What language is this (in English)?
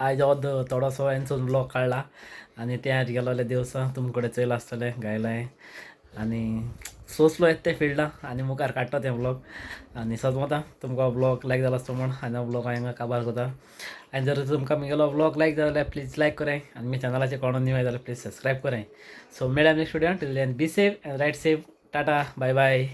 Konkani